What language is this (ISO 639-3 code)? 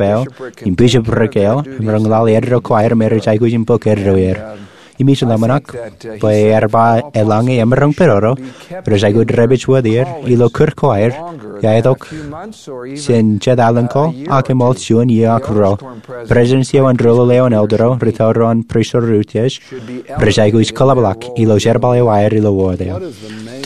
mah